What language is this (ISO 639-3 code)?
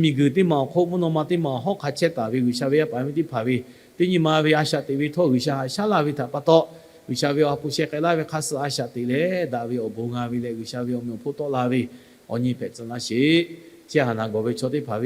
lhu